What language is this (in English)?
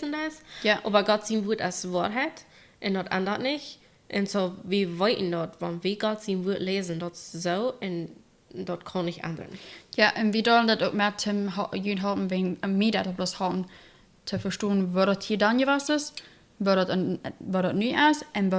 Plautdietsch